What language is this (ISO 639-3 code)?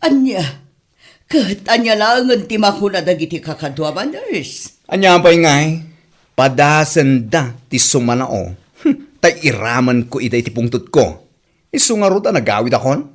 ilo